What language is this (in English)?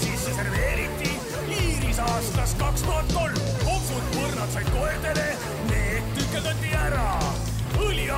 Estonian